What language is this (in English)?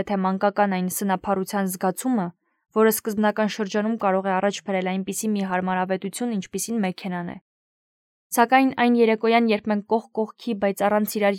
Armenian